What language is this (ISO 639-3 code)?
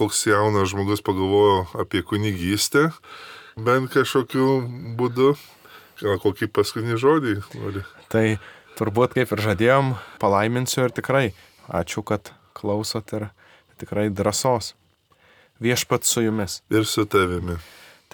lit